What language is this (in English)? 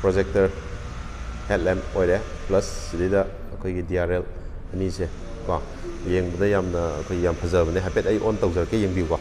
Manipuri